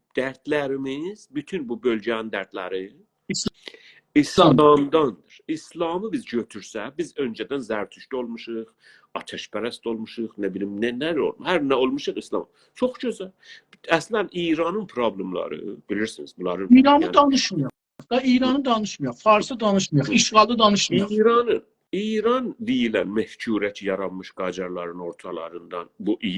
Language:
South Azerbaijani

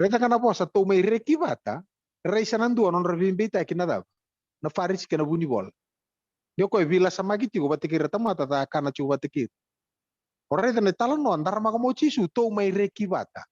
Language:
Fijian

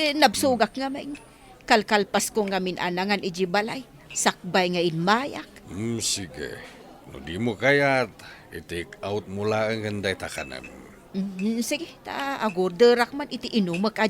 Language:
Iloko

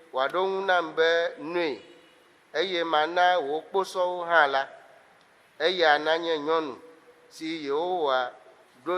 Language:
Ewe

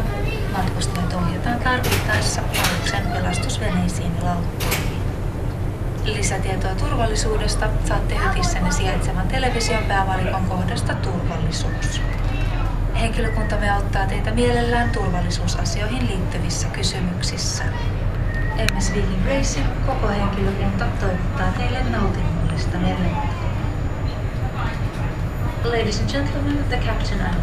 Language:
Finnish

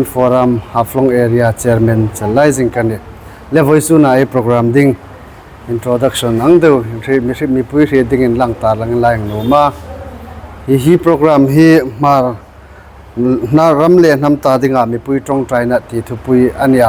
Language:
Hmar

